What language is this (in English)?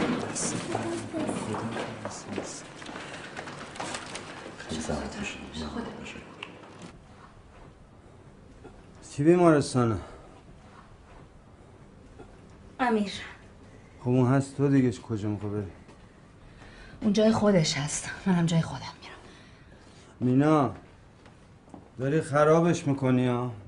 Persian